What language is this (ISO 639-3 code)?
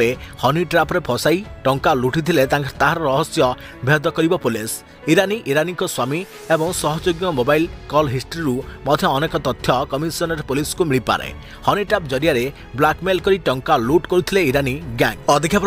ori